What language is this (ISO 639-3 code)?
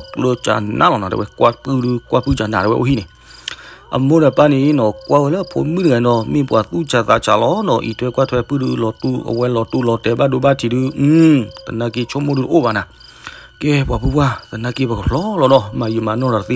ksw